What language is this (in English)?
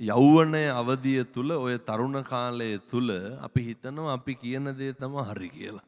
Sinhala